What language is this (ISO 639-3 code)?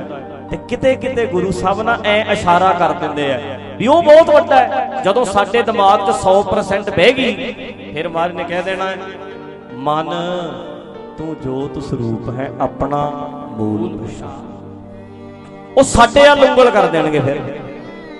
pan